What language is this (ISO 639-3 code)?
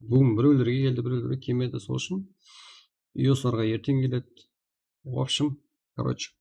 kaa